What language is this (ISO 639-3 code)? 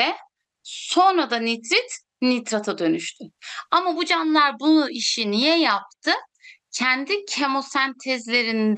tur